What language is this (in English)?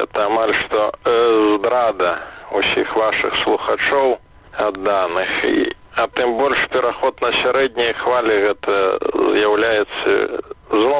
Belarusian